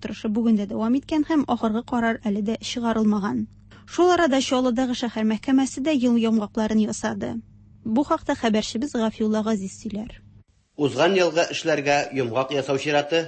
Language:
Tatar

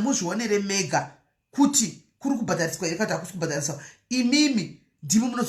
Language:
Shona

